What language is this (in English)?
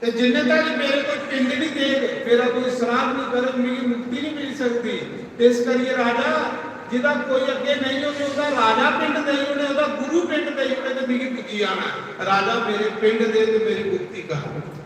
Dogri